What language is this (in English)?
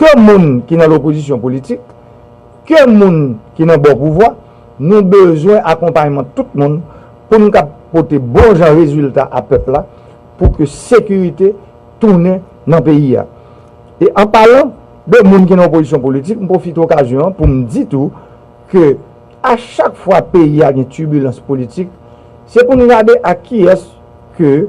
Haitian Creole